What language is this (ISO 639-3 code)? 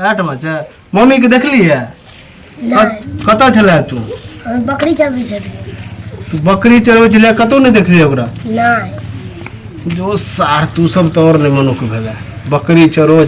mai